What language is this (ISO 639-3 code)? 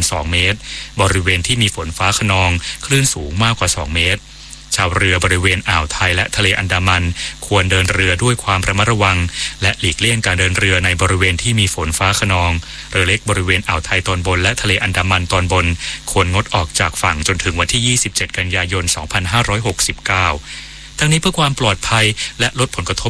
tha